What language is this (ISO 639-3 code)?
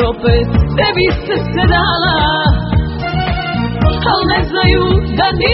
hrv